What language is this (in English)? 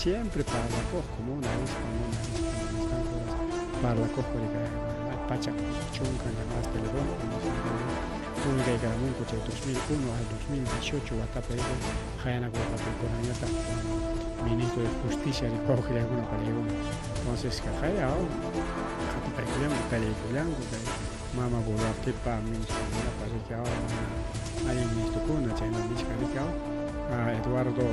Ayacucho Quechua